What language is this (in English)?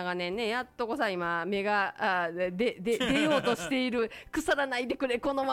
Japanese